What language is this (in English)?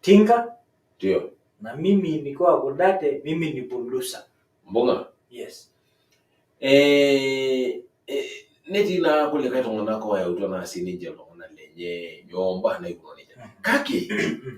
Masai